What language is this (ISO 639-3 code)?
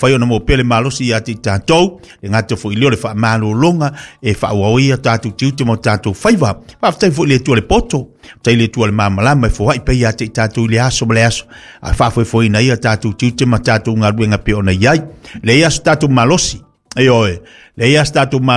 smo